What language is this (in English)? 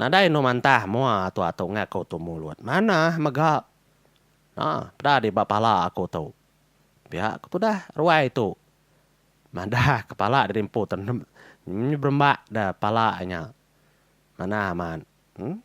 Iban